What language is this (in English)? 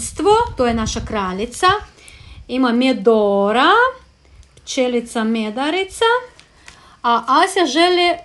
Croatian